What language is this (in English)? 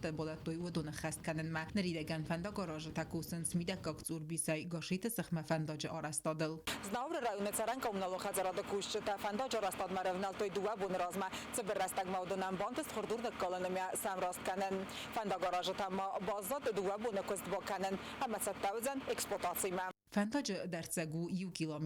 Ossetic